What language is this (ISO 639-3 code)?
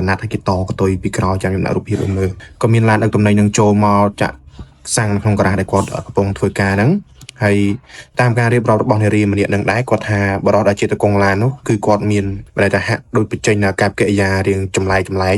khm